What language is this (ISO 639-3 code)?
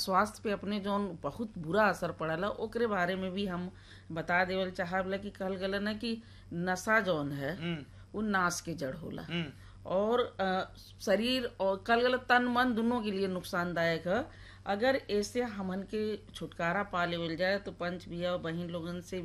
bho